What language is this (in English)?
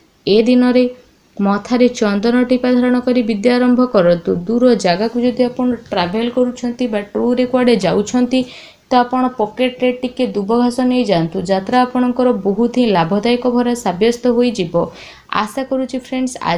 Odia